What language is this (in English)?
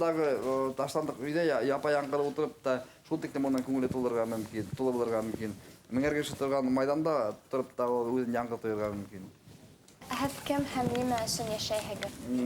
Bashkir